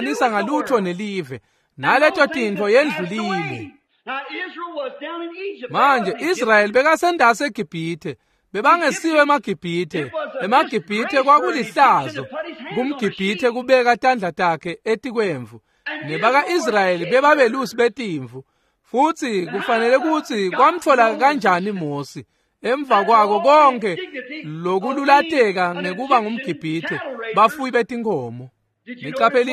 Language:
Swati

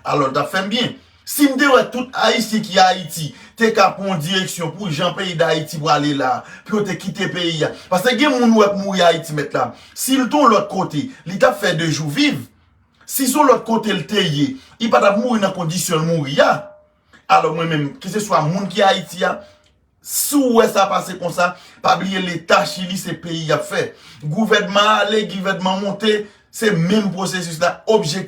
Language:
Haitian Creole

